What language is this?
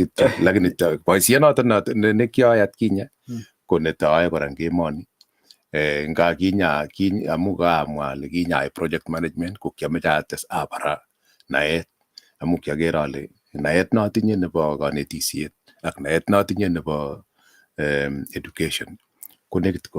Kalenjin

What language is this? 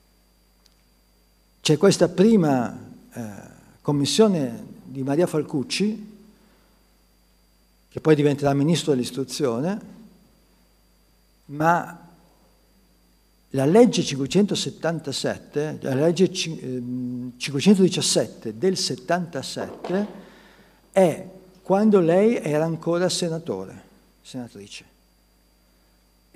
Italian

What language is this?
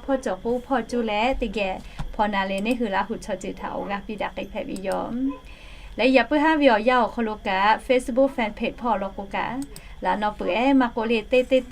Lahu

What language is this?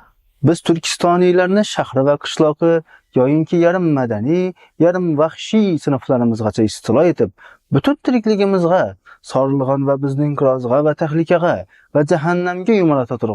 Uzbek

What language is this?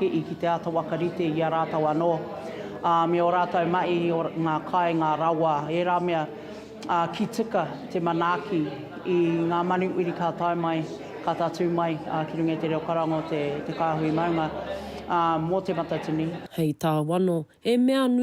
Māori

